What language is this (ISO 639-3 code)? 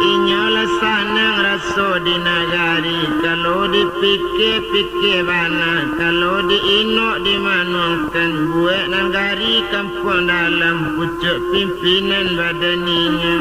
min